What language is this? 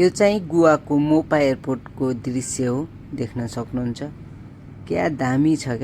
Nepali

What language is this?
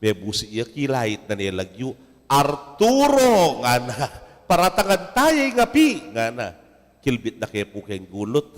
Pampanga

